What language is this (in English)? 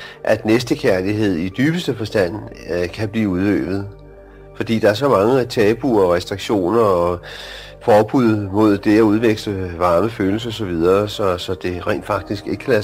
Danish